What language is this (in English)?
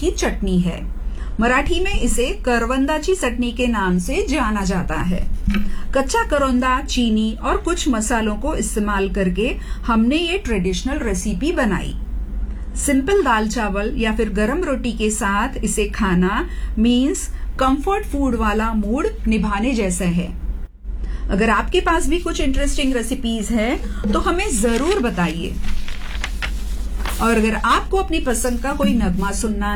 Hindi